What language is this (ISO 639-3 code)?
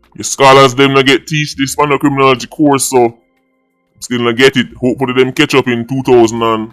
jam